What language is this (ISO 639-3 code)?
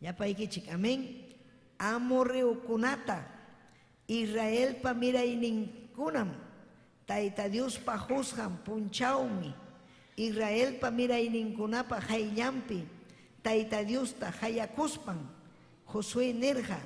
quy